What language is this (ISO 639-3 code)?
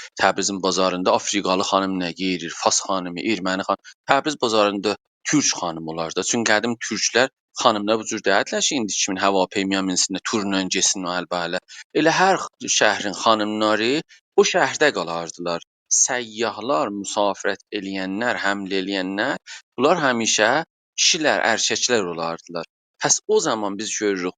azb